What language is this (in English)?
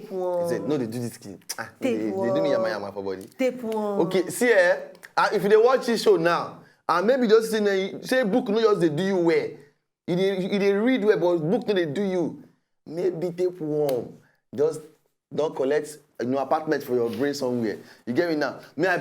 Nigerian Pidgin